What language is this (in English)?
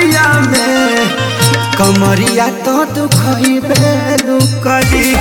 Bhojpuri